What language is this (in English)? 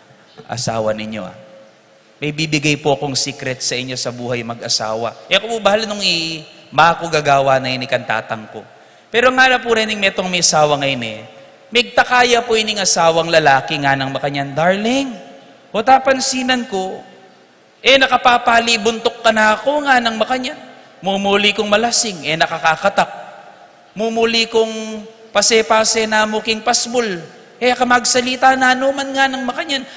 Pampanga